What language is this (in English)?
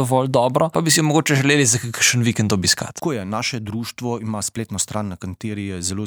Slovenian